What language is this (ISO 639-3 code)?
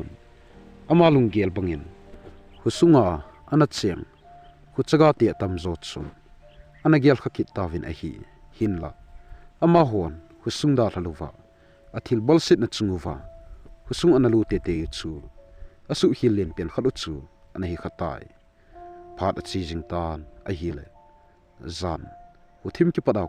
tcz